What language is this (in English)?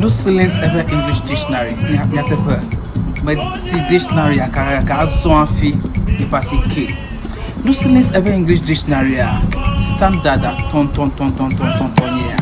Ewe